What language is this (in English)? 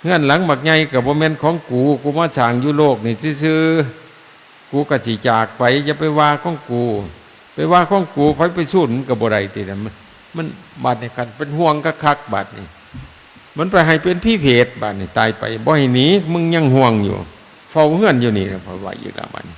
Northeastern Thai